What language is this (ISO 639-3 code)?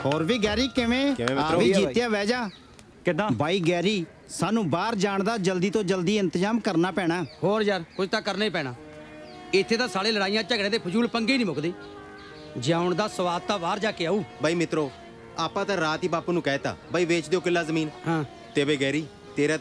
pan